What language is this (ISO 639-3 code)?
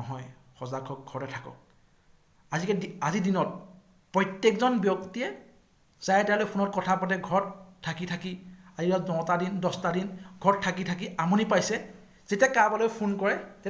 asm